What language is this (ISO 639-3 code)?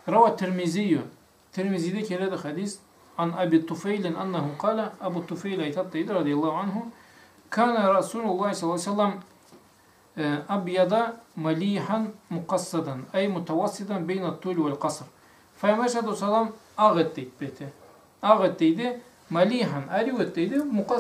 krc